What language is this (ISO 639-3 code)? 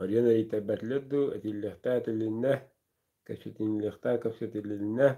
sah